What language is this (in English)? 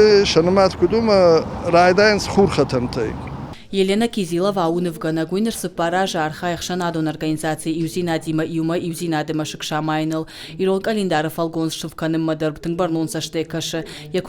Ossetic